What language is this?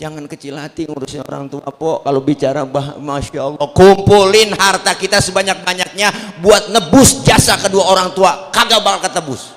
Betawi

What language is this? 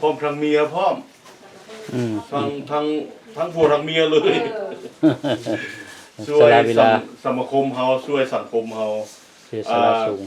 Lao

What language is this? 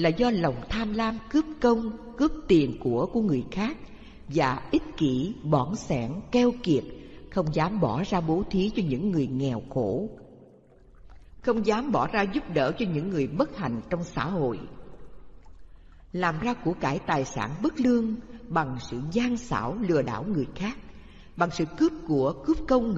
Vietnamese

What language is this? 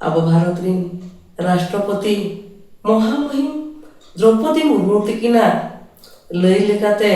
Santali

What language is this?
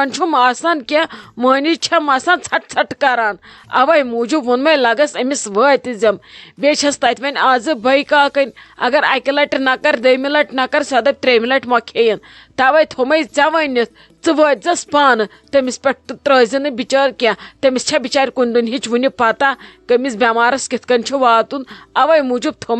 Kashmiri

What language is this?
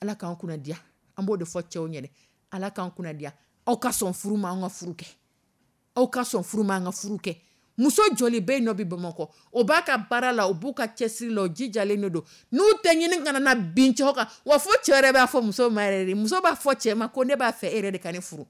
Dyula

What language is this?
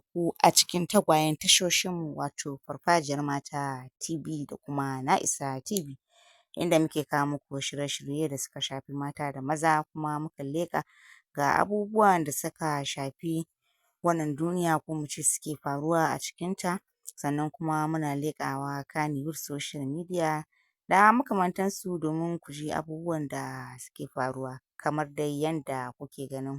Hausa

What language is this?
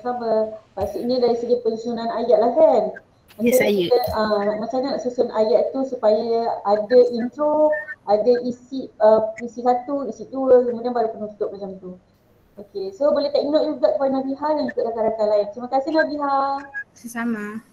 Malay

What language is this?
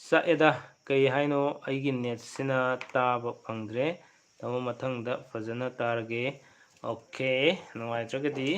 Manipuri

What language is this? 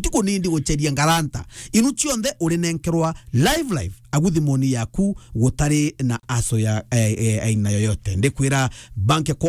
Meru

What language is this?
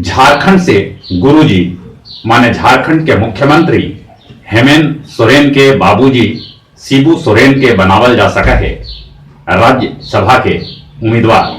Magahi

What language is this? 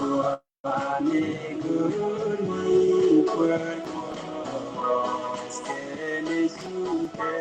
Nuer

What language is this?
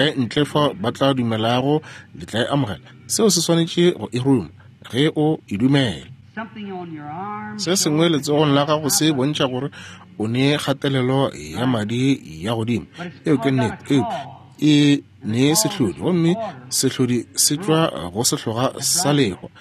Northern Sotho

